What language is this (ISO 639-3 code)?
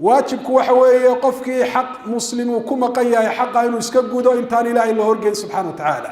som